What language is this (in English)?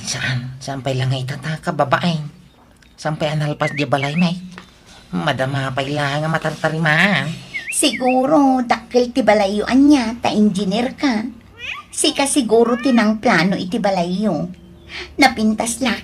Iloko